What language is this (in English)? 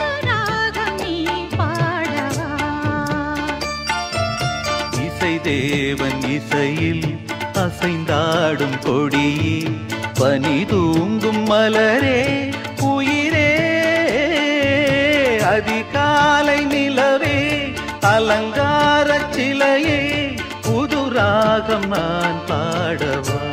Tamil